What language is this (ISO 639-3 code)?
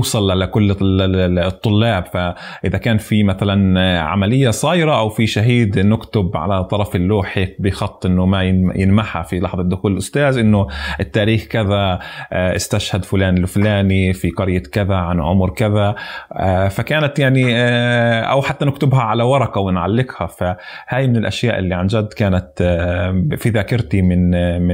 apc